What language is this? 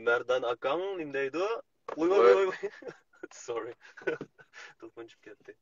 Uyghur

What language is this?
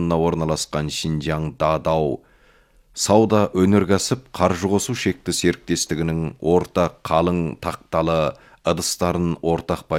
Kazakh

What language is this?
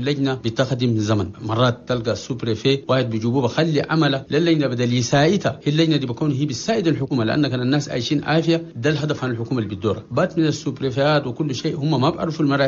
Chadian Arabic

